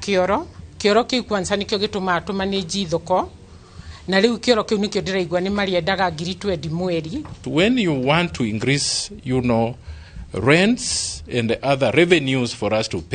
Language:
Kikuyu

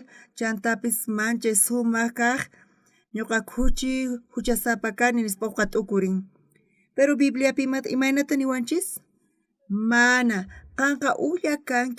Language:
South Bolivian Quechua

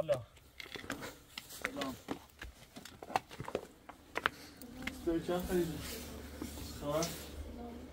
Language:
Persian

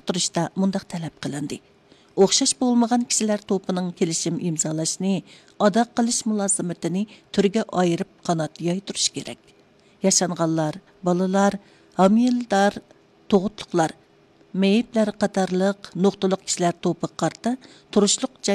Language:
Uyghur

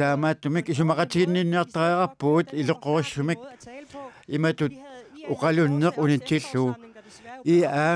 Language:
Kalaallisut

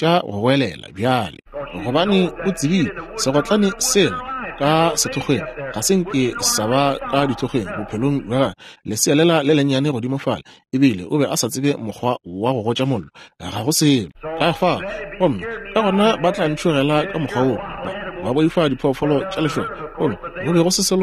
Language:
Northern Sotho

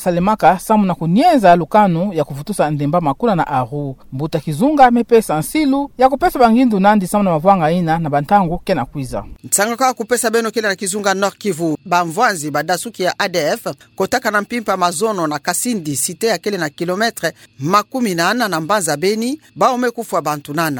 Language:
Kituba (Democratic Republic of Congo)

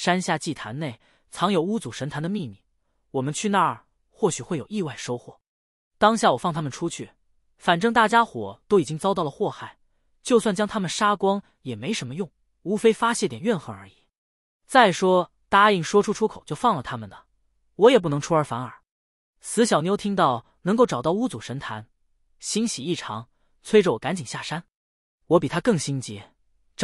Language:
Chinese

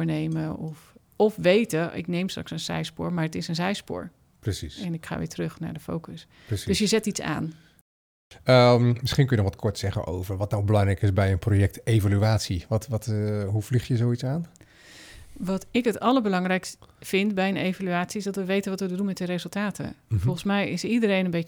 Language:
Dutch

